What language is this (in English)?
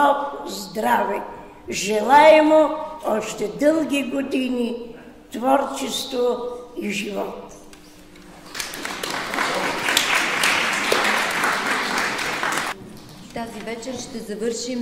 Bulgarian